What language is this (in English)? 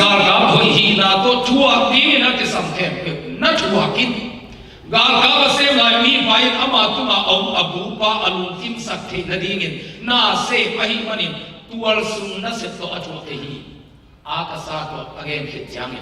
Tedim Chin